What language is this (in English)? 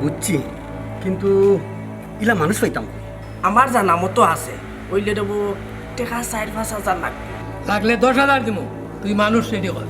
Sylheti